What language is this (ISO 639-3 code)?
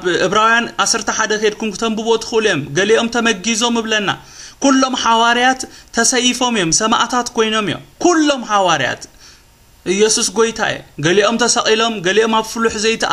tir